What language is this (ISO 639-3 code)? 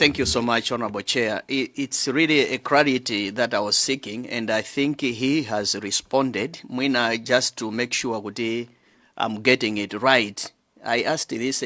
nya